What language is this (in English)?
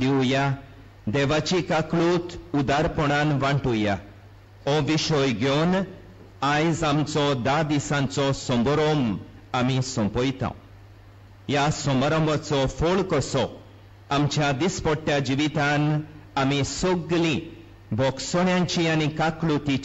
Konkani